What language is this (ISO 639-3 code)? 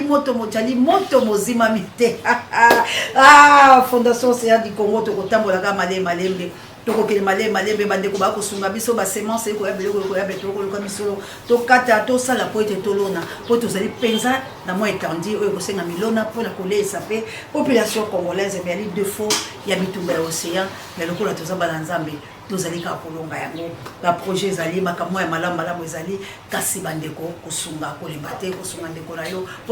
lin